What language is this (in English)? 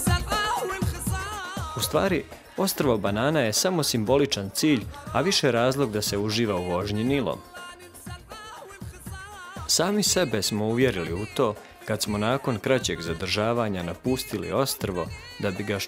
Bosnian